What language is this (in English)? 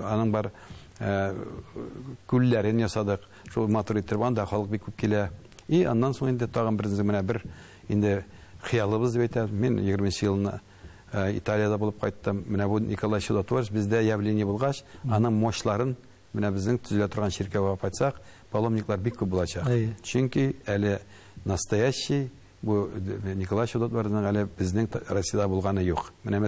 Tatar